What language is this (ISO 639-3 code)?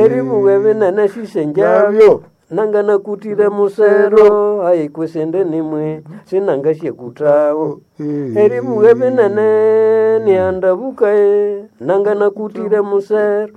nnb